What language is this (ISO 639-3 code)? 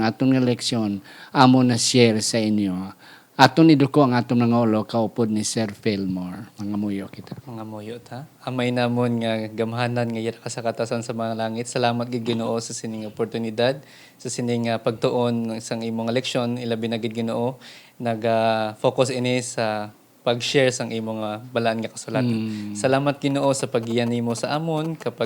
hil